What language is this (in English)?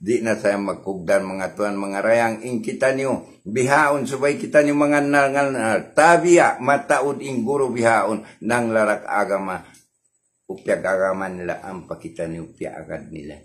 Tausug